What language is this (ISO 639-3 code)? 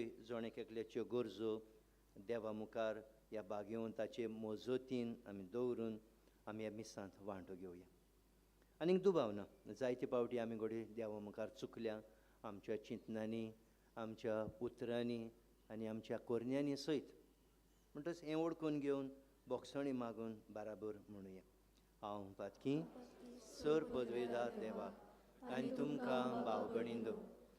kok